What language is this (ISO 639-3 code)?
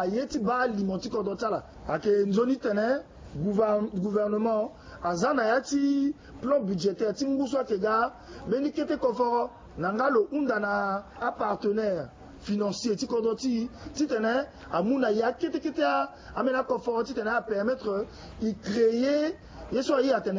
sag